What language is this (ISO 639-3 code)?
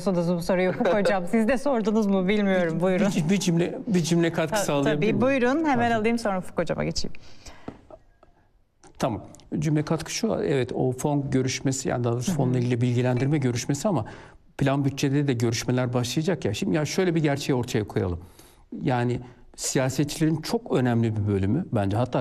tur